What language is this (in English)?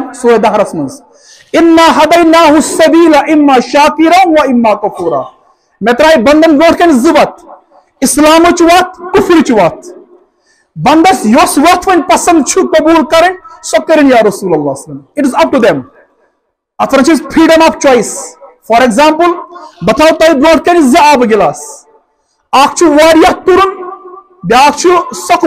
Kashmiri